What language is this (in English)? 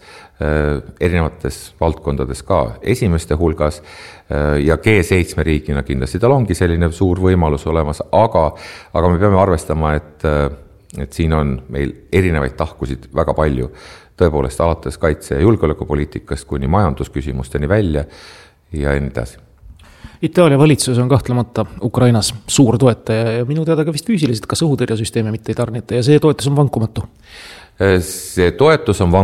Estonian